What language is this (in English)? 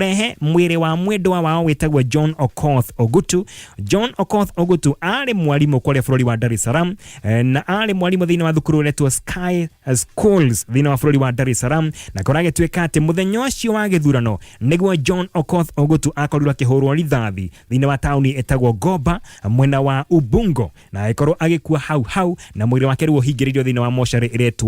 Kikuyu